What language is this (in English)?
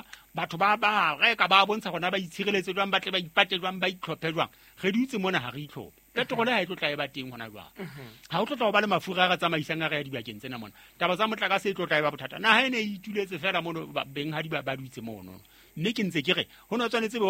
Southern Sotho